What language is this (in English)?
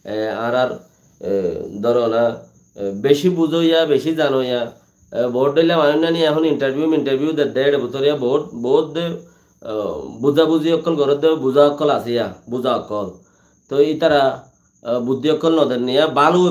Rohingya